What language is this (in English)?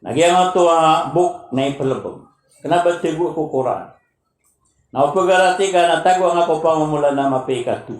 Maranao